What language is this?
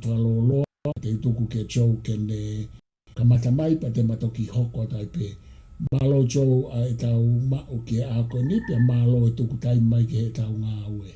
Tongan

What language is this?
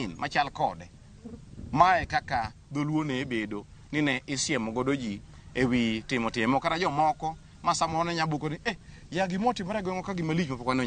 Luo (Kenya and Tanzania)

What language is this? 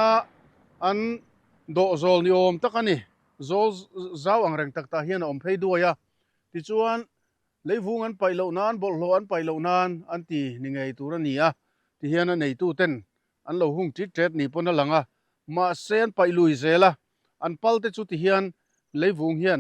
Mizo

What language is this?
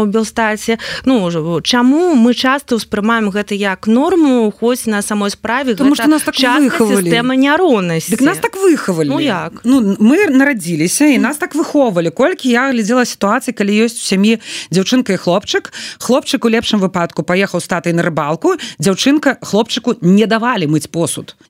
Belarusian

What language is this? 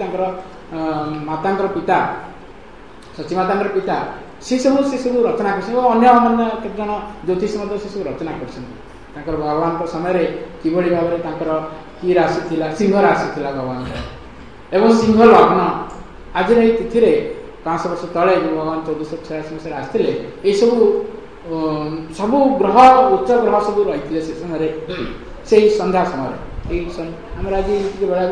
Odia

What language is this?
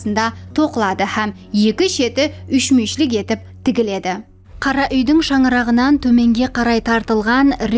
Kara-Kalpak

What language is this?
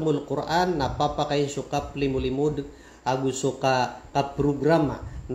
Maranao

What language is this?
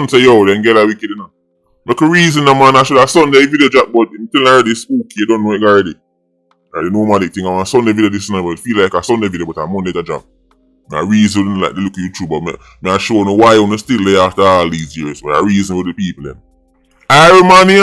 Jamaican Creole English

